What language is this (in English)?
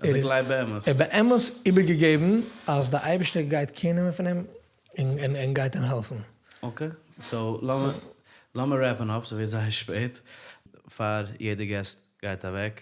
Yiddish